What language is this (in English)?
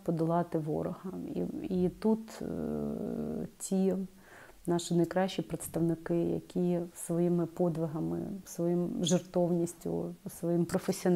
Ukrainian